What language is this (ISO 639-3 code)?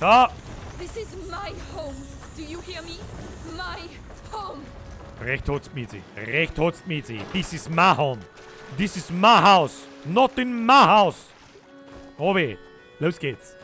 bar